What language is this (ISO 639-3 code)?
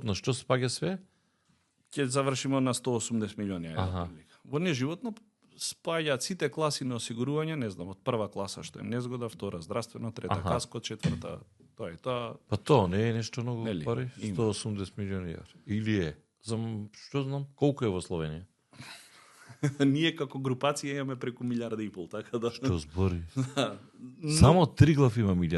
mkd